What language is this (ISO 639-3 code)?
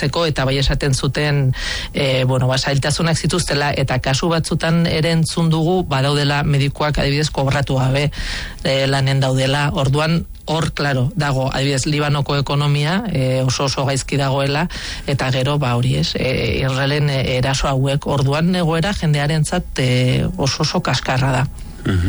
eus